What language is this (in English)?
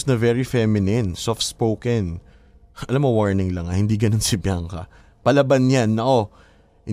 Filipino